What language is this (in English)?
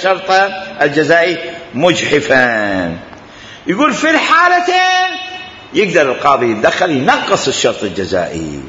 Mesopotamian Arabic